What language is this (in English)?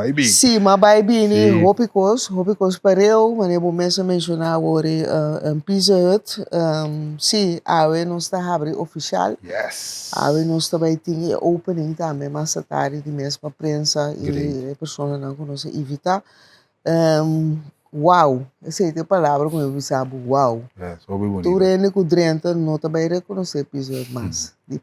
Papiamento